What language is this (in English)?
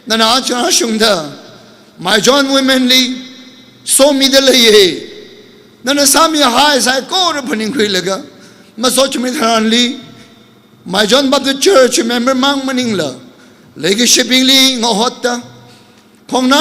Tangkhul Naga (India)